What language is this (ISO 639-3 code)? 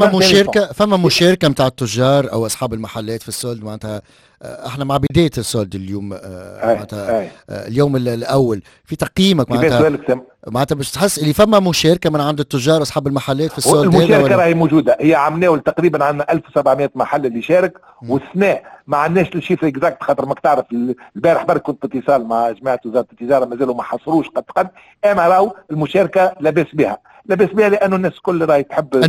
aeb